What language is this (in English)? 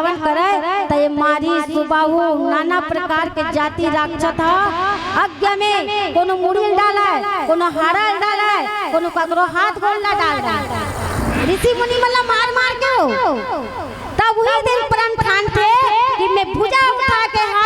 Chhattisgarhi